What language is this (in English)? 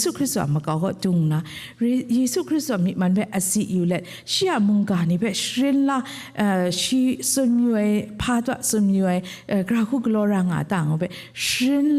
Kachin